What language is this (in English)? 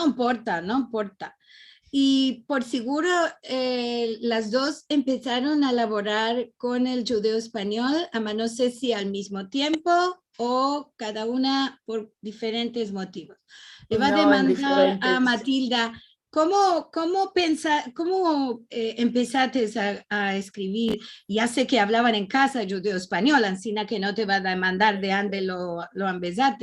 Ladino